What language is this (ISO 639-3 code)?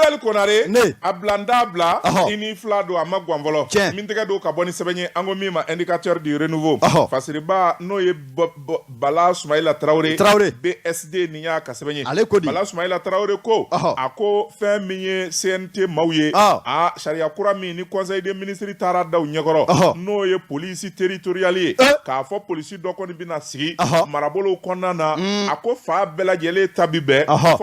bam